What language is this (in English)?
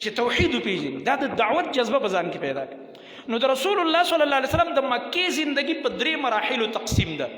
Pashto